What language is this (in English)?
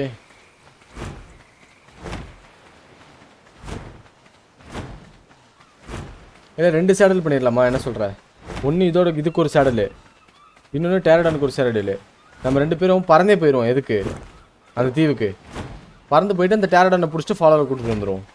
Tamil